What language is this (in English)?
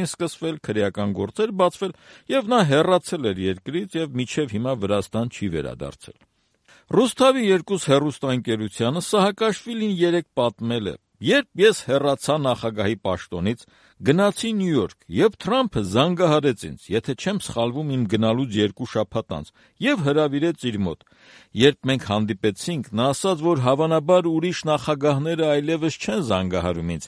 Armenian